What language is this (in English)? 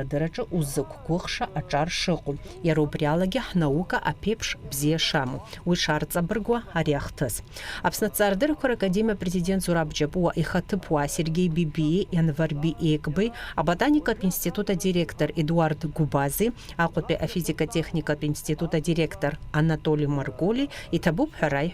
Abkhazian